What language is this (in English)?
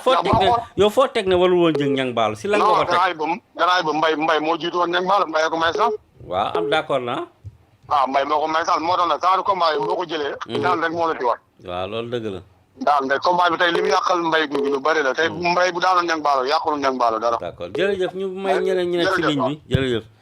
Wolof